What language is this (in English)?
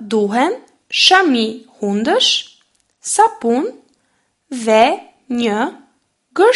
Albanian